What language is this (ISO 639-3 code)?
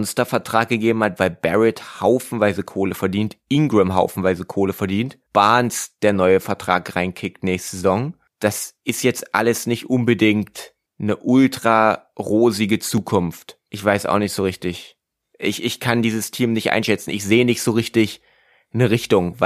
deu